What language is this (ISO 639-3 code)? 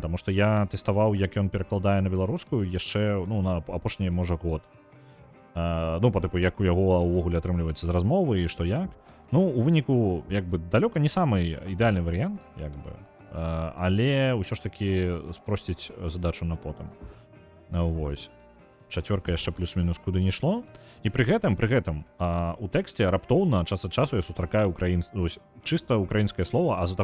bel